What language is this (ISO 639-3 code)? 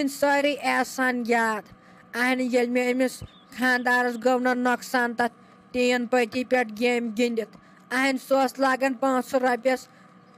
kas